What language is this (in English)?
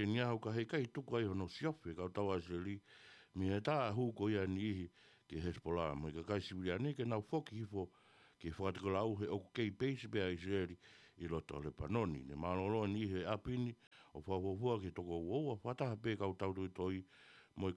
Tongan